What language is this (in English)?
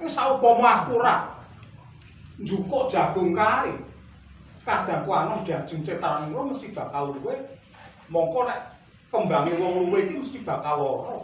Javanese